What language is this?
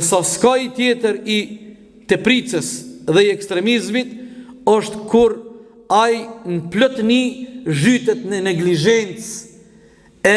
Albanian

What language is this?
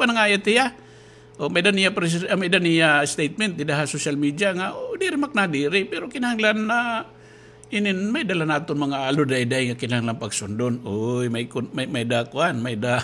Waray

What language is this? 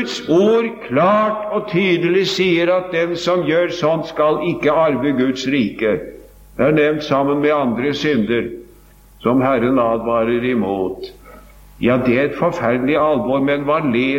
Norwegian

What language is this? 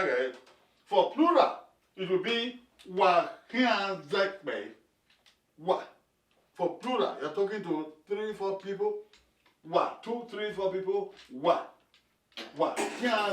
Bini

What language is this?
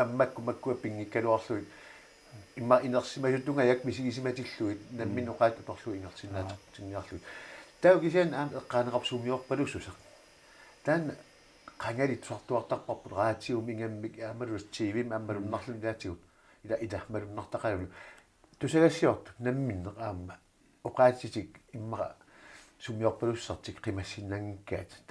Kalaallisut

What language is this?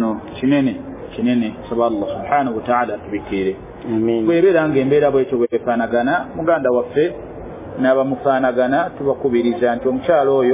Ganda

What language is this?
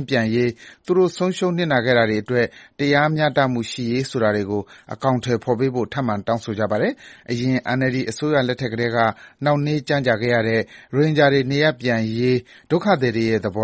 Burmese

